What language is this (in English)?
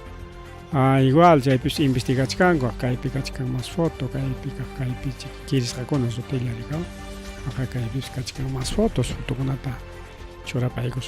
Ayacucho Quechua